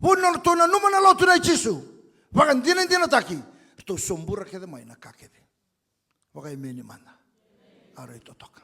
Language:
Fijian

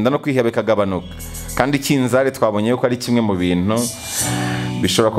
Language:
Kinyarwanda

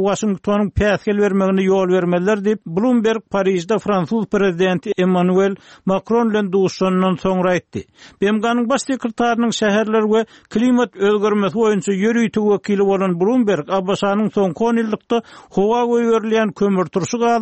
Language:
Turkmen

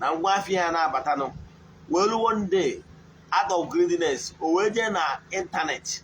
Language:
Igbo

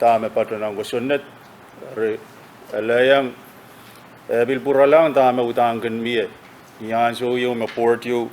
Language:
Pohnpeian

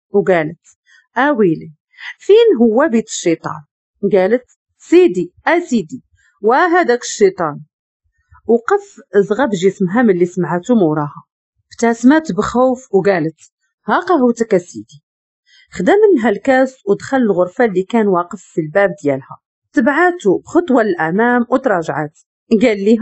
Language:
Moroccan Arabic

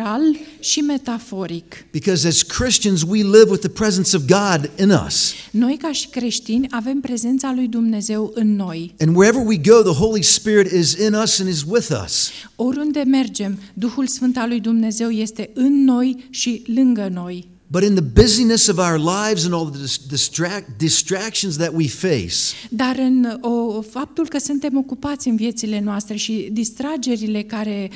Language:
Romanian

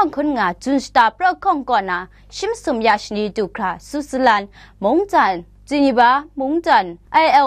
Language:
Kachin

